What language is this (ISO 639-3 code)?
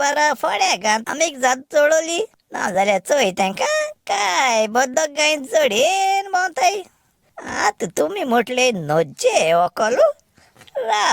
kok